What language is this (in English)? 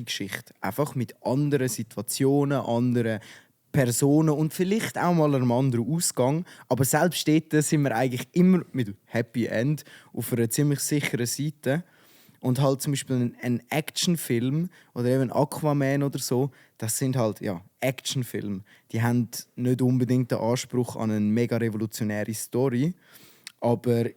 Swiss German